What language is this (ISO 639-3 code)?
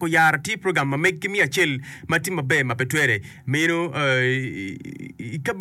ach